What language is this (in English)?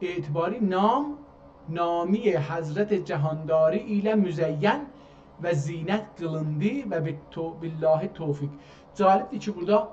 South Azerbaijani